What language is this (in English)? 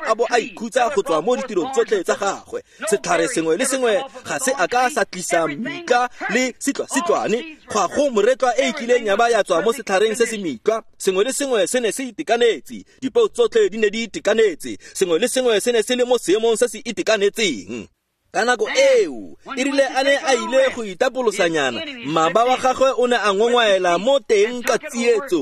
Tswana